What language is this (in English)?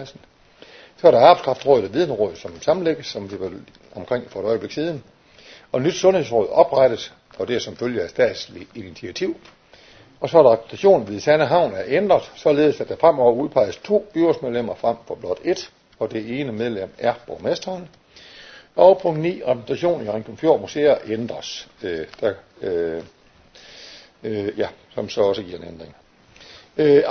Danish